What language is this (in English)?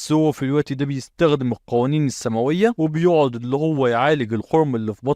Egyptian Arabic